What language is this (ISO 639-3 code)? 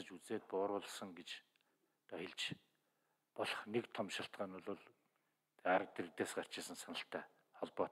mon